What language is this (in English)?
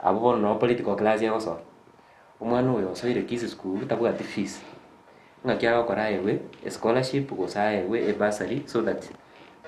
Gusii